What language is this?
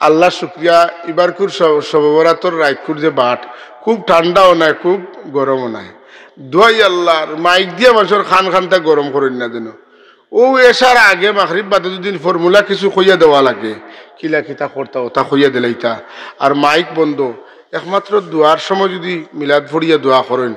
Sylheti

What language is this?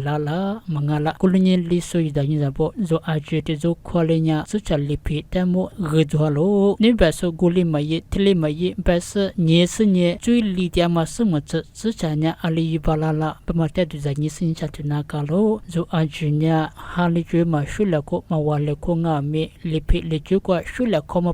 Lisu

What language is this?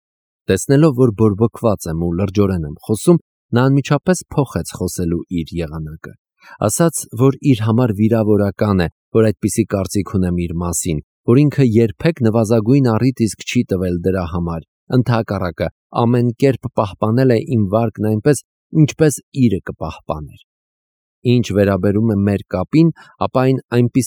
Armenian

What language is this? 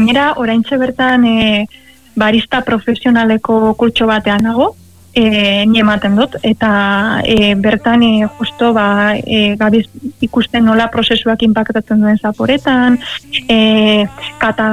Basque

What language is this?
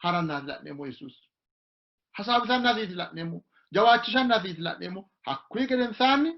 Sidamo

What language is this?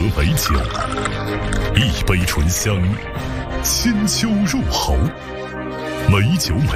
Chinese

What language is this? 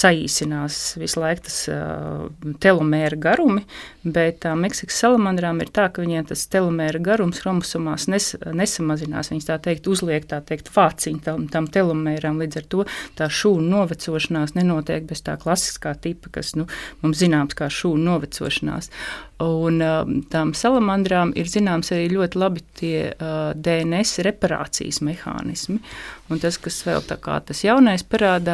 Latvian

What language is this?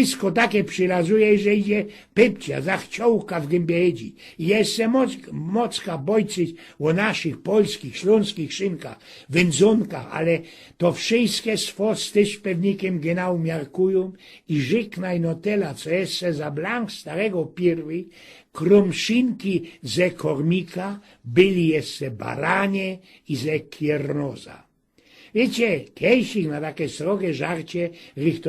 Silesian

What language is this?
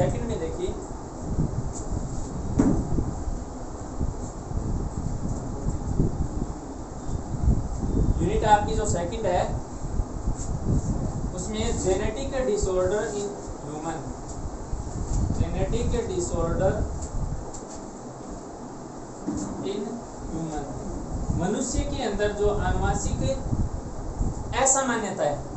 Hindi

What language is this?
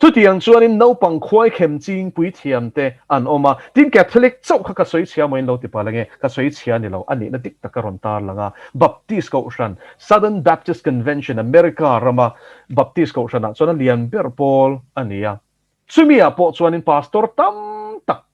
Mizo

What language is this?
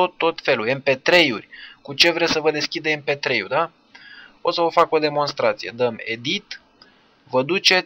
Romanian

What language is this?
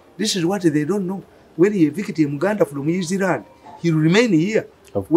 English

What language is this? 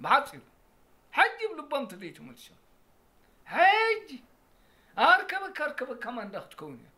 Tigrinya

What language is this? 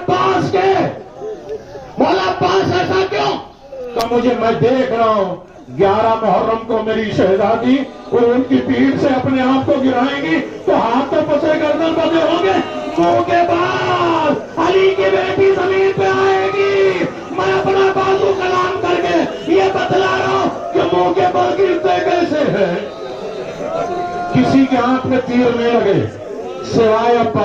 Urdu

